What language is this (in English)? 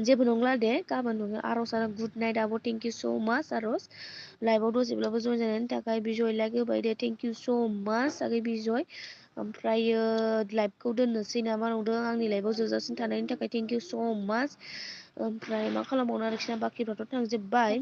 Bodo